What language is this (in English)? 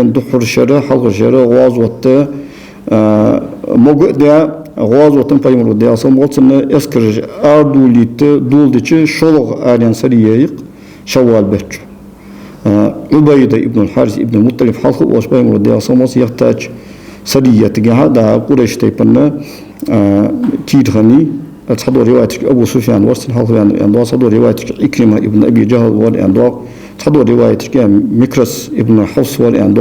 Ingush